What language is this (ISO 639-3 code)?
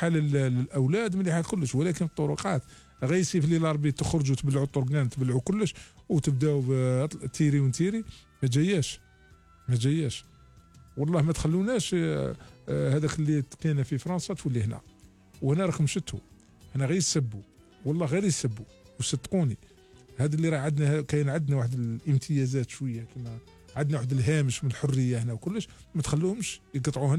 arq